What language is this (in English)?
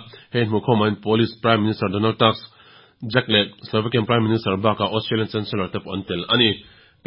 Mizo